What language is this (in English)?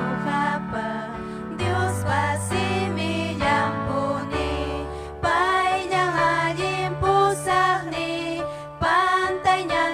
Ayacucho Quechua